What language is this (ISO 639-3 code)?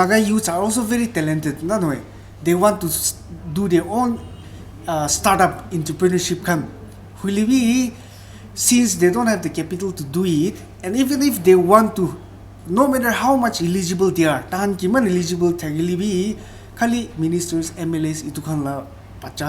nag